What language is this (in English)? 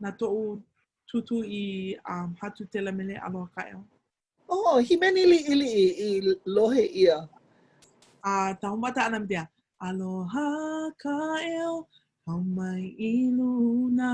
Hawaiian